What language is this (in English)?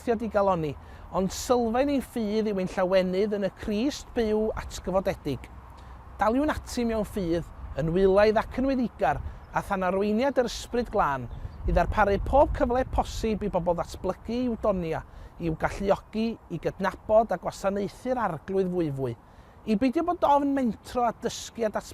Welsh